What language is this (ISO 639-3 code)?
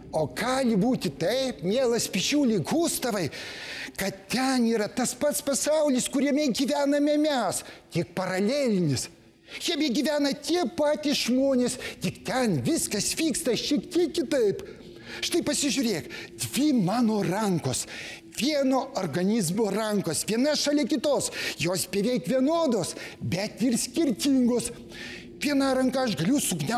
lit